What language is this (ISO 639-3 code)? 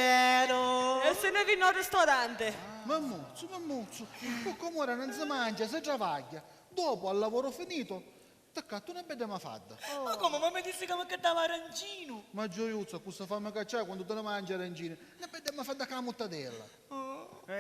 scn